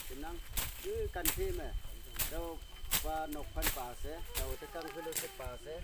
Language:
Naga Pidgin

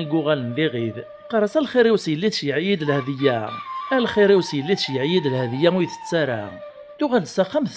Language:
Kabyle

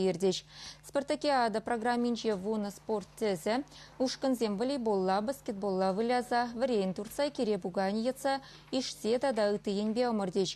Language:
Chuvash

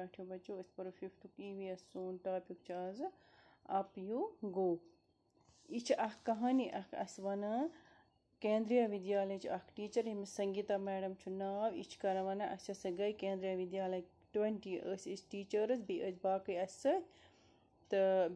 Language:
Kashmiri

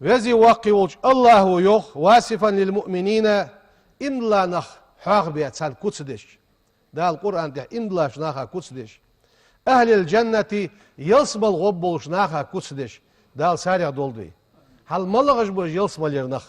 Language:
Ingush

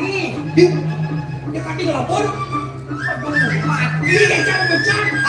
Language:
Balinese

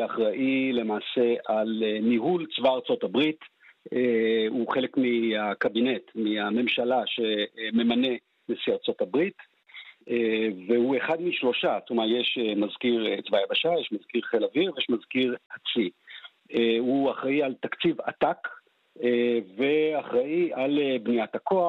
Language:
Hebrew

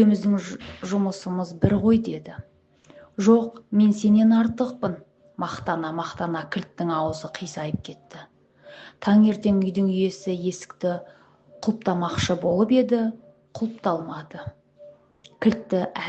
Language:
Kazakh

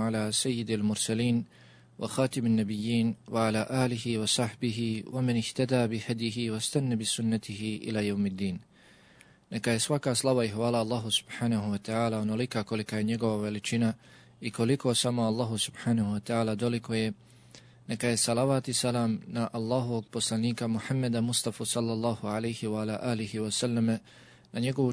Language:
Bosnian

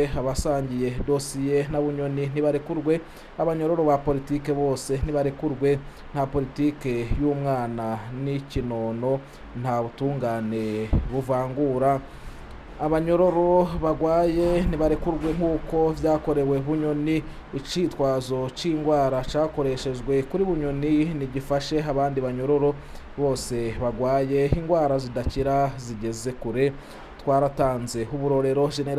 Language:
Rundi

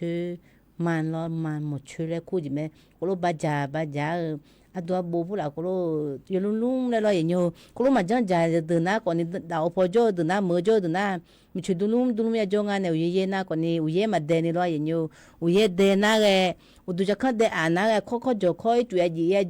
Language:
Akha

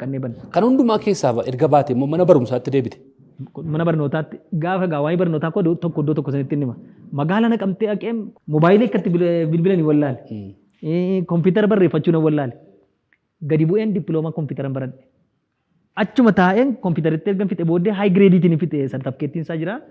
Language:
Oromo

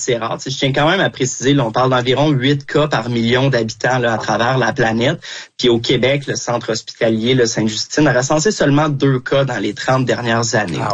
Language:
French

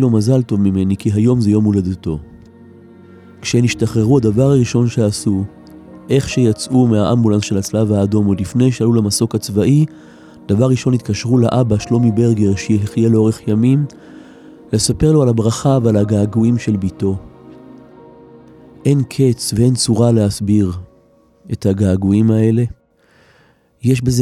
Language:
Hebrew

